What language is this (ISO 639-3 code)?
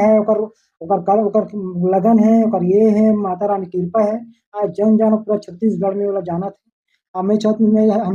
hne